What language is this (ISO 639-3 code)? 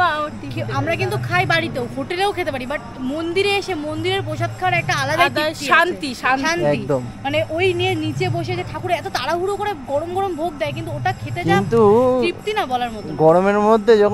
ben